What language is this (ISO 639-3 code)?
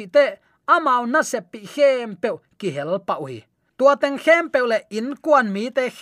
ctd